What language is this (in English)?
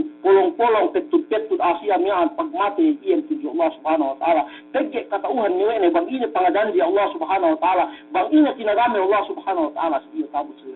Yakan